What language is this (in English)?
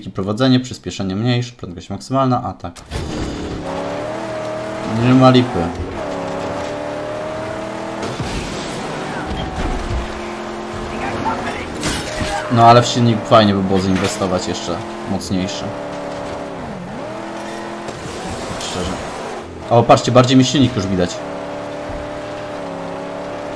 Polish